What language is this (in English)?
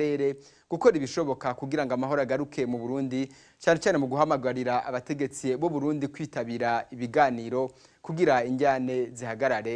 Rundi